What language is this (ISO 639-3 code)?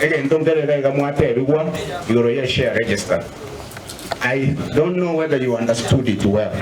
guz